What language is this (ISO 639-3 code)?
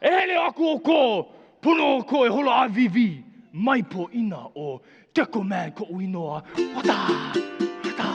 haw